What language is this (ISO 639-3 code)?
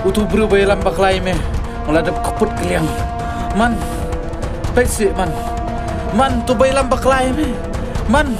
kha